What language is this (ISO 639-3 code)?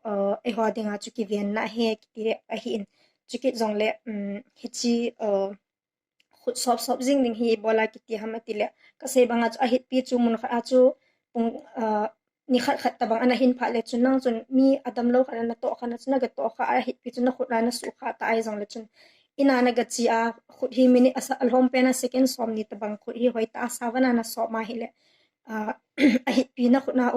tcz